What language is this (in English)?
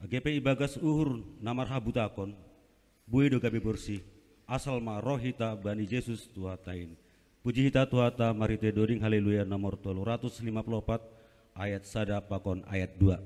Batak Simalungun